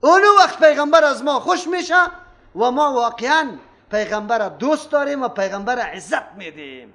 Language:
Persian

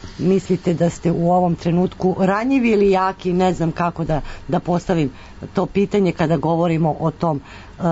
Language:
Serbian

